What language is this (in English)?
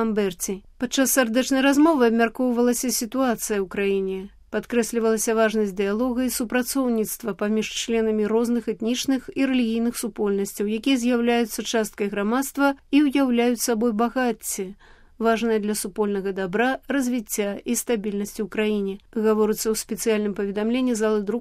Belarusian